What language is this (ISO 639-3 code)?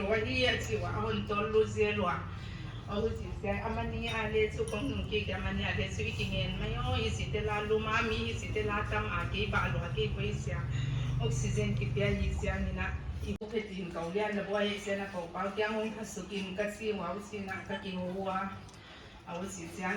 pck